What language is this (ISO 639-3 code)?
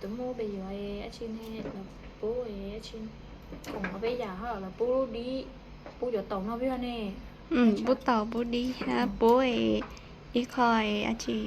hmn